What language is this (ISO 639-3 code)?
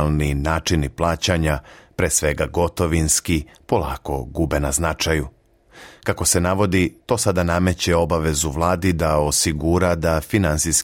srp